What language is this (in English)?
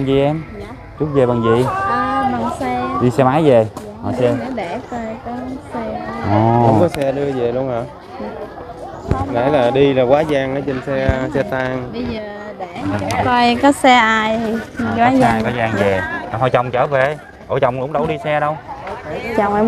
Vietnamese